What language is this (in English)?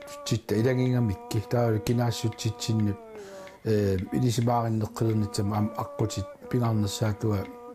Kalaallisut